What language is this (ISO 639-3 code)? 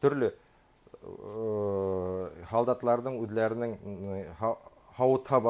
bak